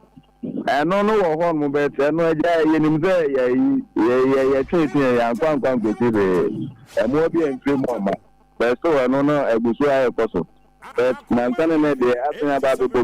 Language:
Akan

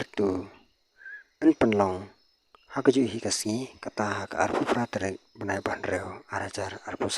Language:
Khasi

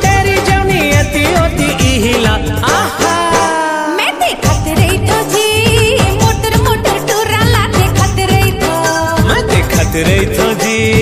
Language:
Chhattisgarhi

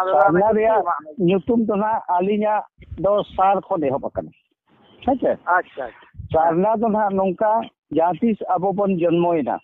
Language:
Santali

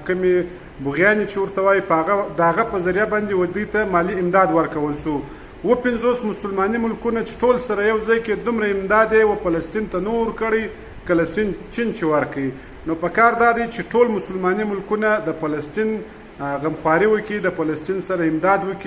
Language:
Pashto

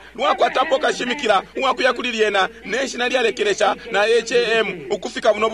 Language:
Bemba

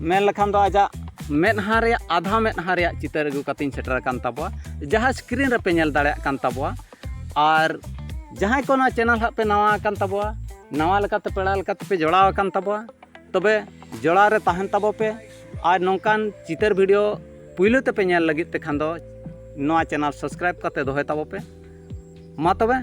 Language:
Santali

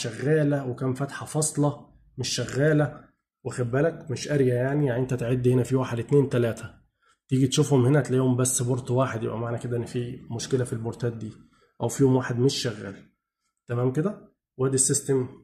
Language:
Egyptian Arabic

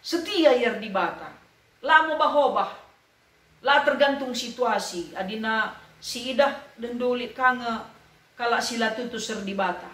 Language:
Batak Karo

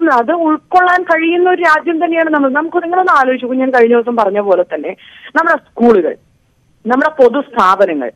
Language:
Malayalam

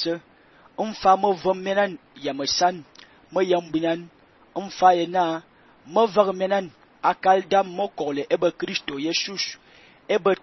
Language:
Fang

